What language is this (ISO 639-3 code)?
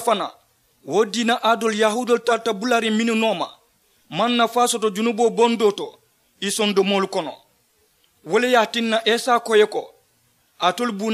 man